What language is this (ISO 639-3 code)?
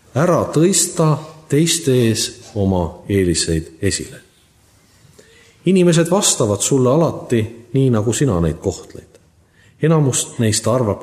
est